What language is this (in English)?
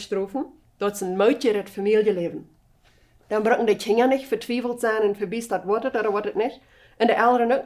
Plautdietsch